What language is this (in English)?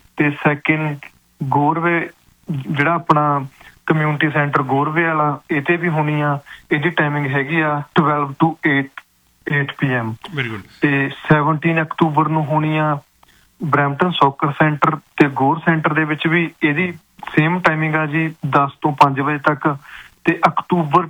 Punjabi